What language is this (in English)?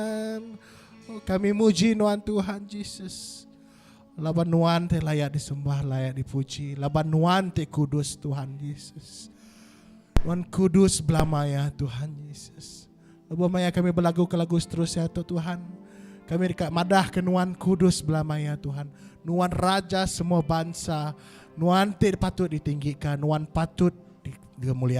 Iban